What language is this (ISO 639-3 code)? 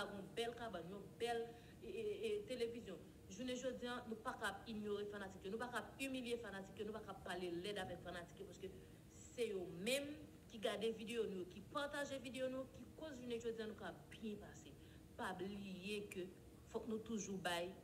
hat